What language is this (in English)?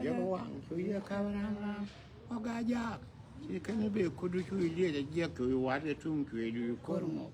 Nuer